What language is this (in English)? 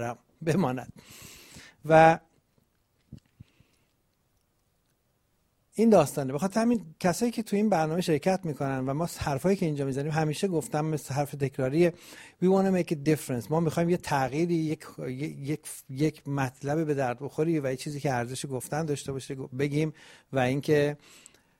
Persian